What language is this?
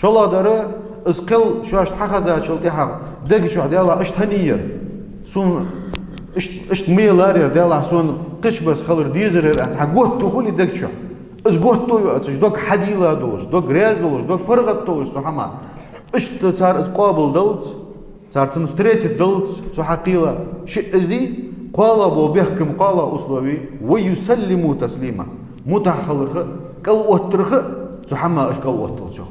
Ingush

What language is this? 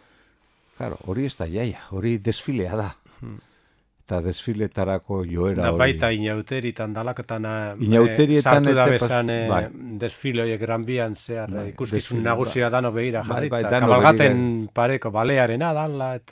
Basque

